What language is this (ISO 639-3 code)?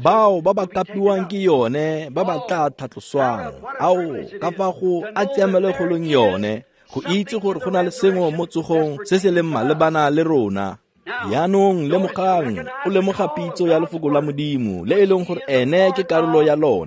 tsn